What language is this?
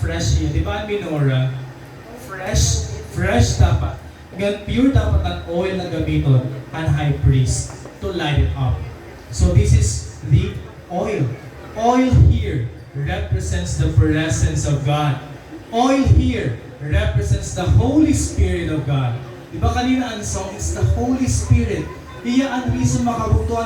Waray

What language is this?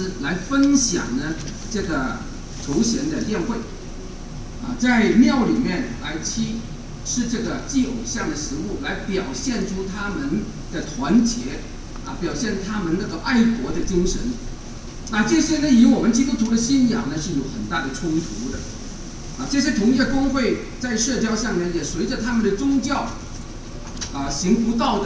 Chinese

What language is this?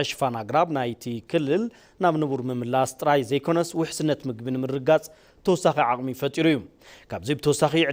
Tigrinya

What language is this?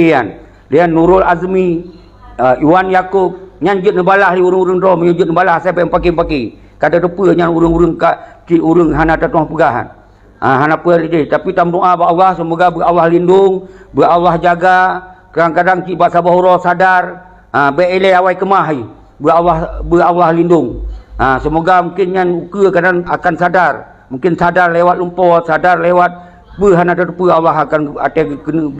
Achinese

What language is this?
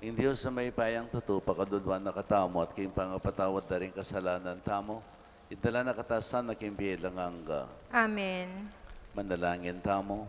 Pampanga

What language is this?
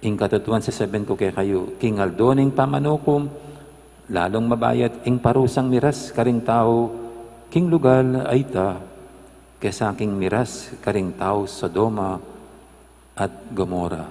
Pampanga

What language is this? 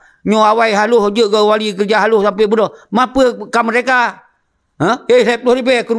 Achinese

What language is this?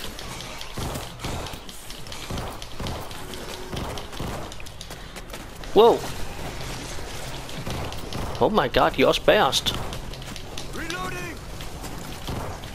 Danish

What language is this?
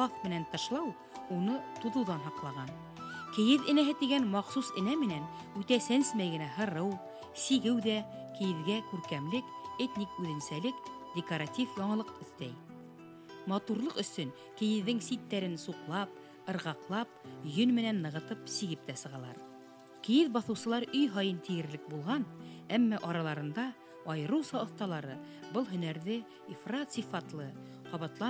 Bashkir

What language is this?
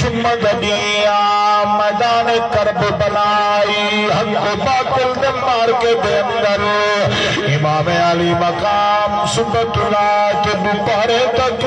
Saraiki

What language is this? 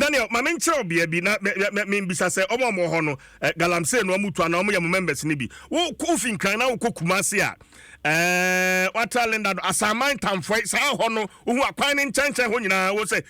Akan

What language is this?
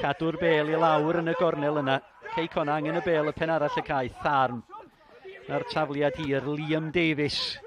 Welsh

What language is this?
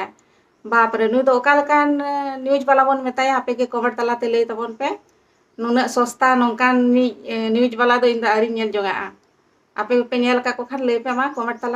Santali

